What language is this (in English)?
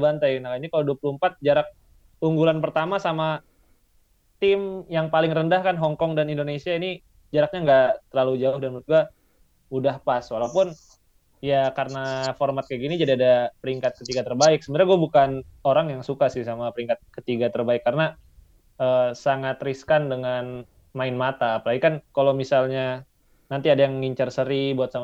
Indonesian